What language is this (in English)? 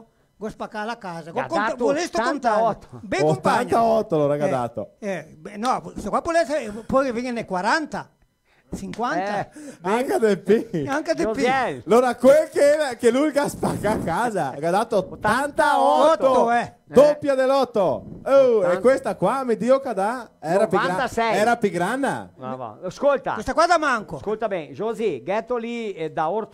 Venetian